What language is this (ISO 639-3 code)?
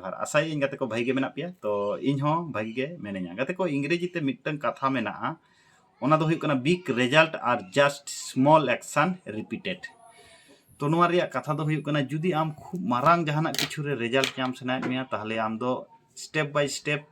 sat